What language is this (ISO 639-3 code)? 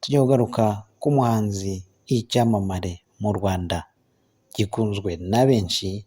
kin